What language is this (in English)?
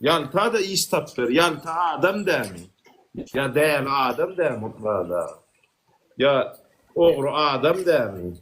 Turkmen